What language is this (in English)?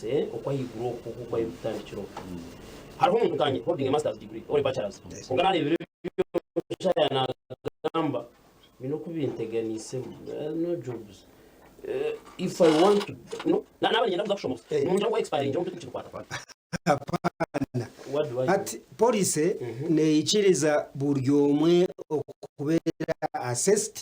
Nyankole